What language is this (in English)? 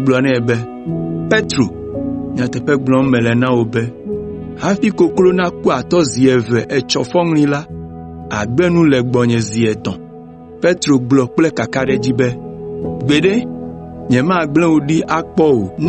Ewe